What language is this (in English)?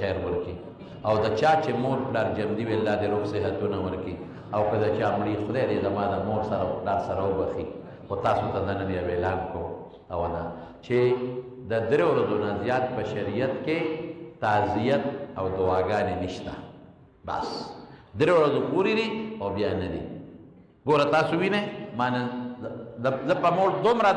Pashto